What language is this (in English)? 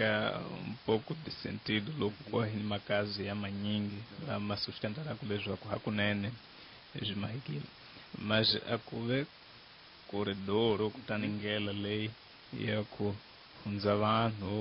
Tsonga